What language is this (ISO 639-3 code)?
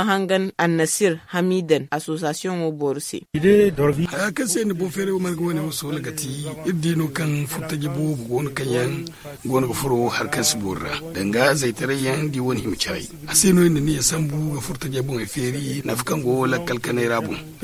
dje